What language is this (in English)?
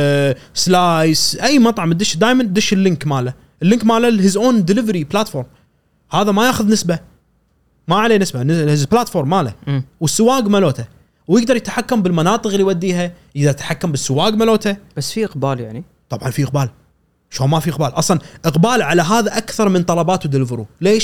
Gulf Arabic